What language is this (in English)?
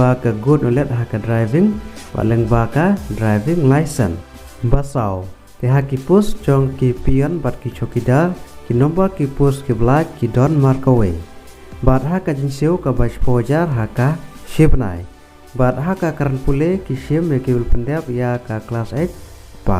Khasi